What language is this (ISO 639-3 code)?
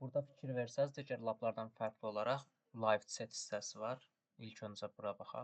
aze